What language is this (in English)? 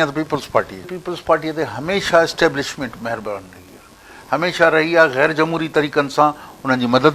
Sindhi